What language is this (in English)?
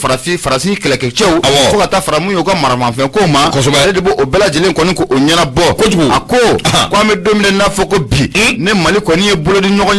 Bambara